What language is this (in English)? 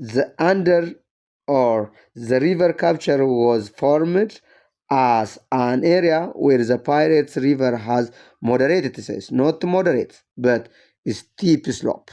English